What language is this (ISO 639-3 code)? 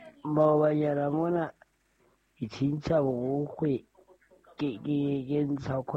sot